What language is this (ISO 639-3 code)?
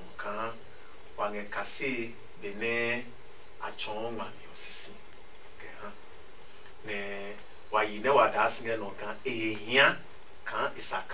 ada